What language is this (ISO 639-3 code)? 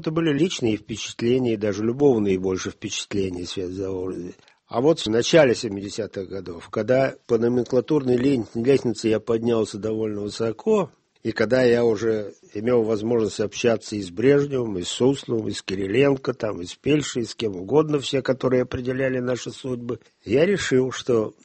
rus